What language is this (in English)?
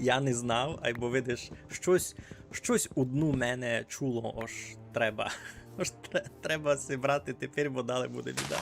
Rusyn